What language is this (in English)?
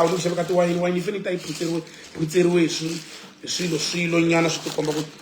Tsonga